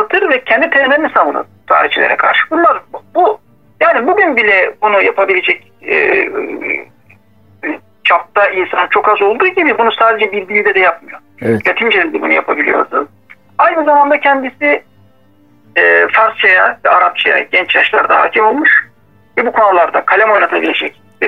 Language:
Turkish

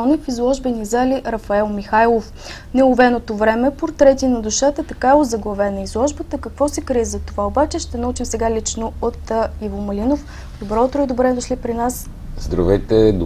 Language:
Bulgarian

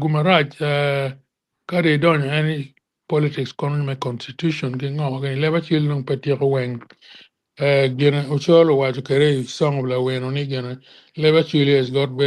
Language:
Acoli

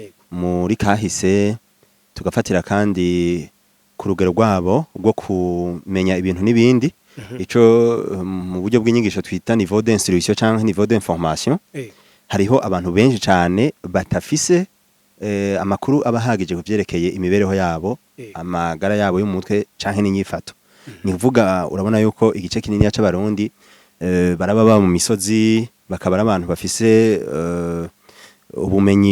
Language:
Rundi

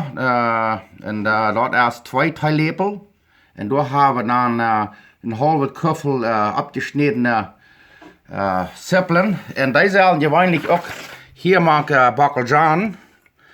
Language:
Plautdietsch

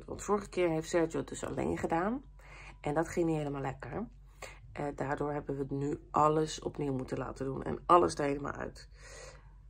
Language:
Dutch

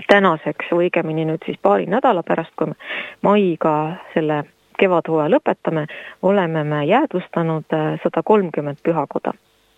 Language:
Estonian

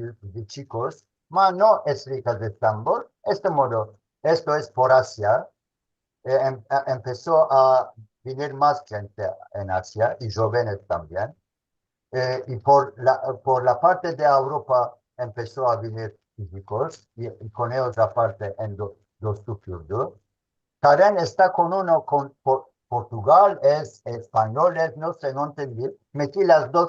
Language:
Ladino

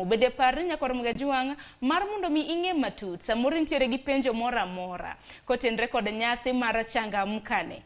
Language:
Luo (Kenya and Tanzania)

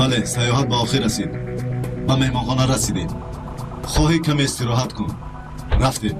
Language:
Tajik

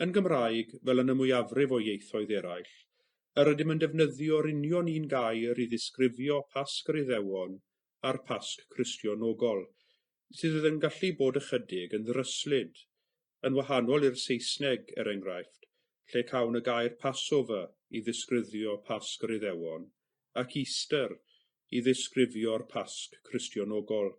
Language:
Welsh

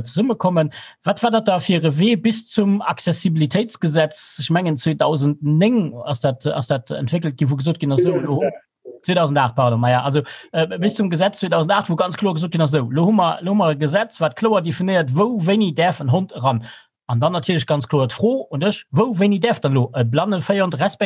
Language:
Luxembourgish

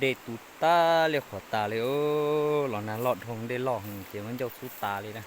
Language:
Hmong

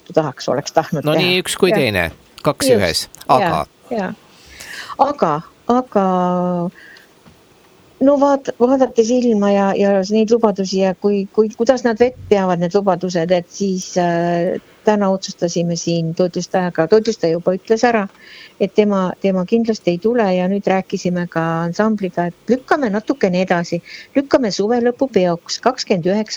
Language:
Estonian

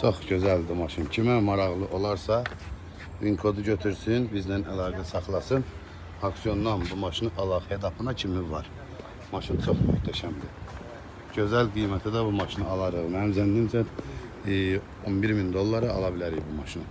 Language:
Azerbaijani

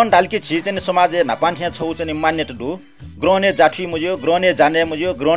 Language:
Newari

